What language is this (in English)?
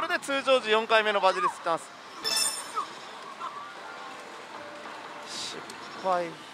Japanese